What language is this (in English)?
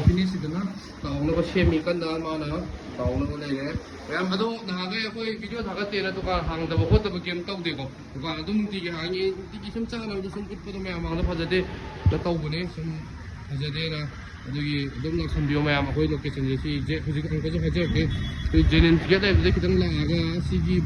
Manipuri